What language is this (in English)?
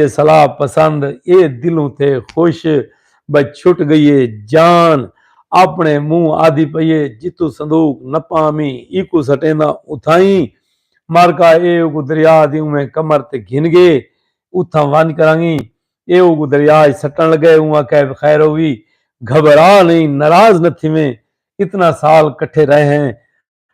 Saraiki